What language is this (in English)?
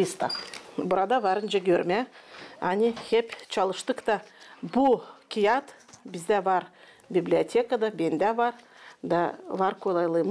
Gagauz